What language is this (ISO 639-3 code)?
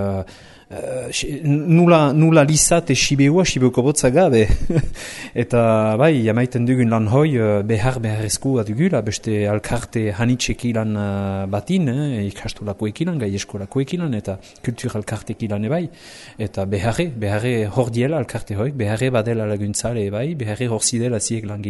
eus